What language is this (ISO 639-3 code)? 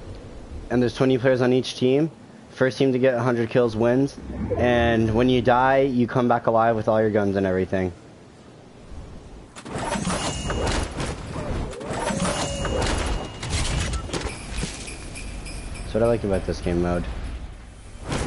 eng